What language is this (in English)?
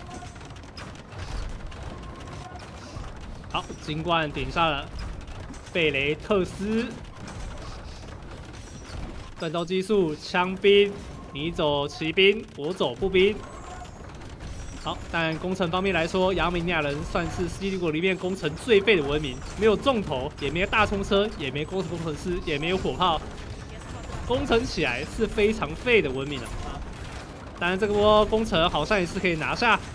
Chinese